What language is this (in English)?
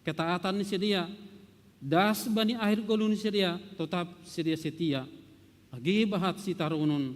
Batak Simalungun